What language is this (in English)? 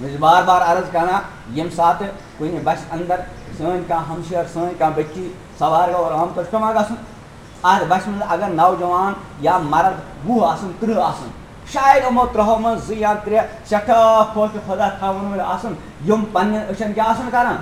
Kashmiri